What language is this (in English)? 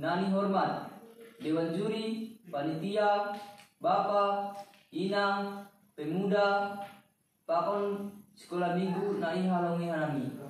Batak Simalungun